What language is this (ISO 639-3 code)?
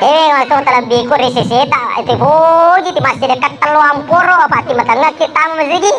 bug